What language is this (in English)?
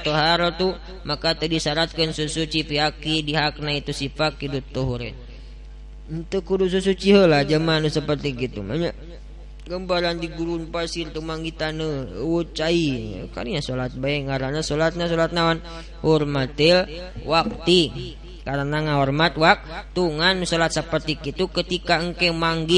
Sundanese